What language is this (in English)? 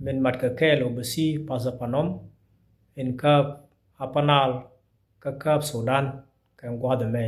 Nuer